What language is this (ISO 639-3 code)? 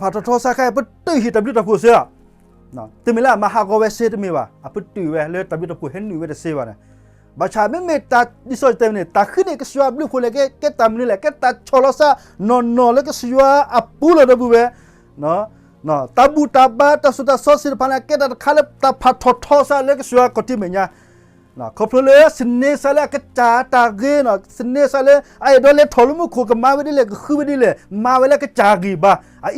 ksw